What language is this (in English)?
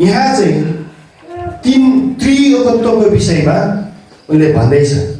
Nepali